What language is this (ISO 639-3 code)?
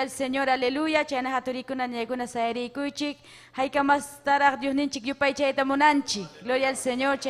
quy